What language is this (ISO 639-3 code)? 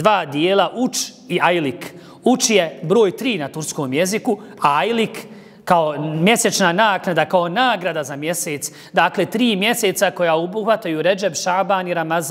bos